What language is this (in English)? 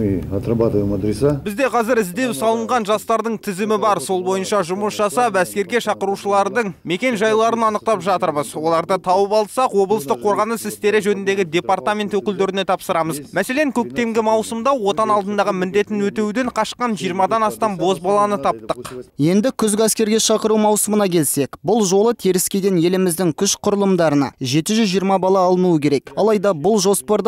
Kazakh